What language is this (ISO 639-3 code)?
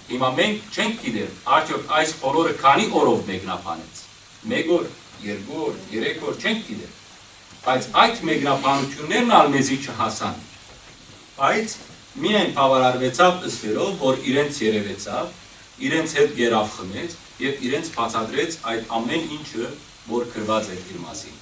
hyw